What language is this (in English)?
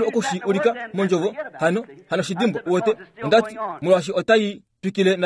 Kuanyama